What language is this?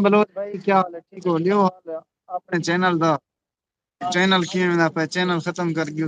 Saraiki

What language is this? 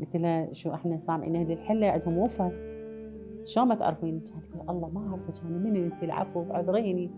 Mesopotamian Arabic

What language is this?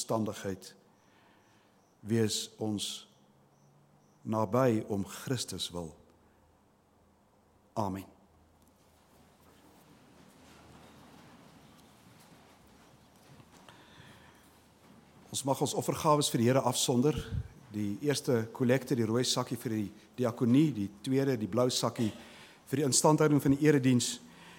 Afrikaans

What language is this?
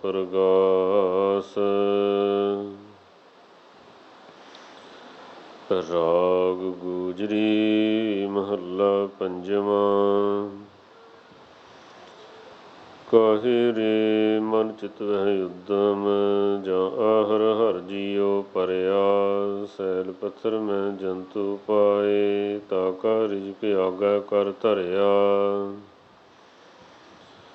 Punjabi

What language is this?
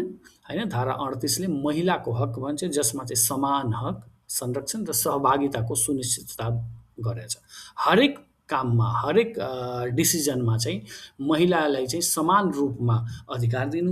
Nepali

